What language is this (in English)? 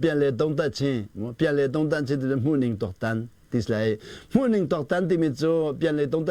Hakha Chin